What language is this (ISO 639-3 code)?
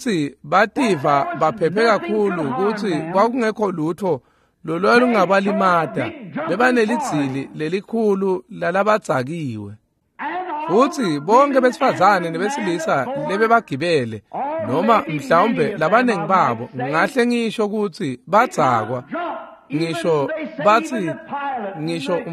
ssw